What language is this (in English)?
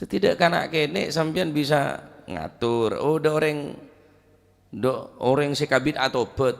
Madurese